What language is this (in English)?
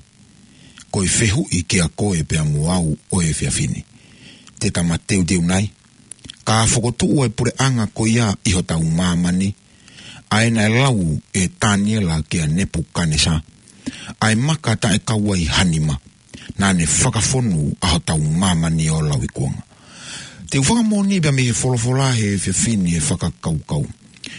Tongan